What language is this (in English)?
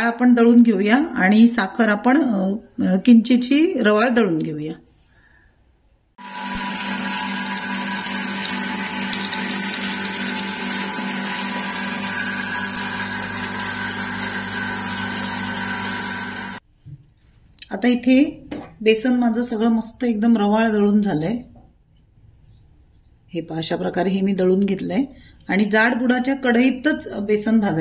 Marathi